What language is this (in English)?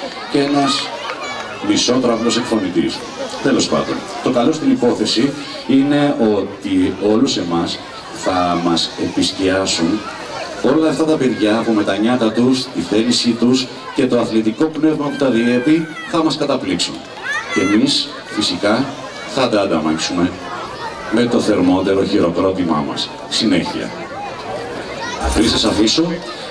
Greek